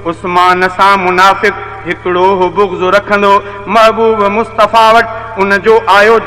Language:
Sindhi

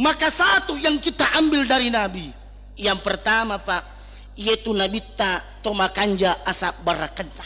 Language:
Buginese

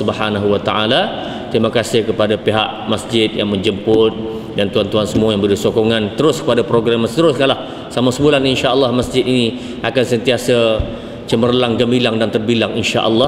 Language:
Malay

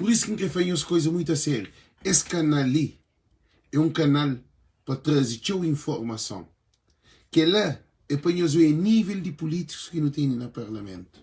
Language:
Kabuverdianu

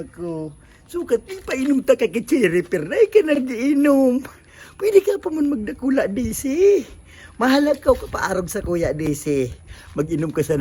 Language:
Bikol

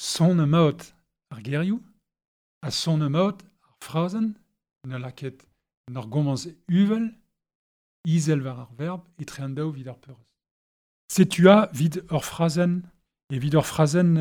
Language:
Breton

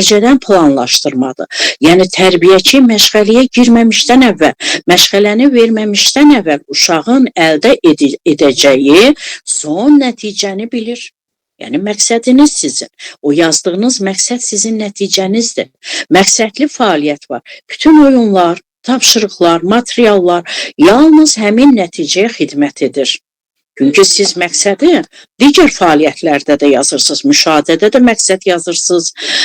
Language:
Azerbaijani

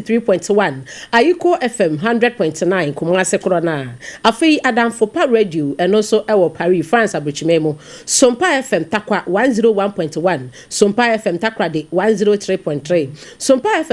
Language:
Akan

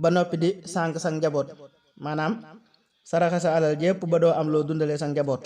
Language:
Wolof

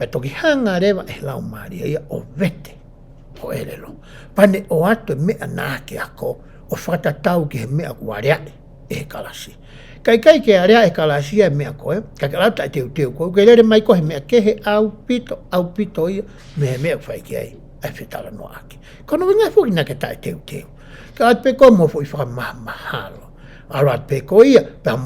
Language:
Tongan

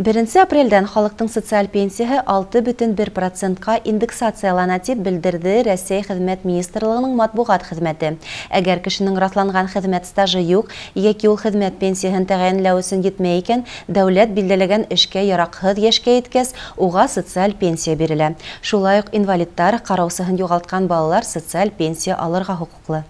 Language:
Bashkir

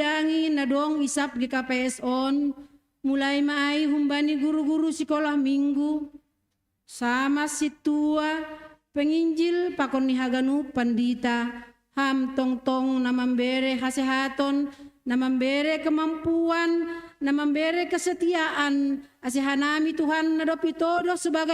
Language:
Batak Simalungun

